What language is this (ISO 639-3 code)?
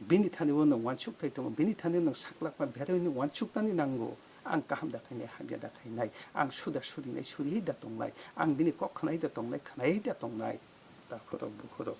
trp